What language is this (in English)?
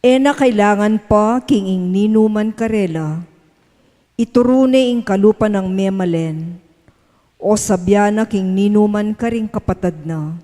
Pampanga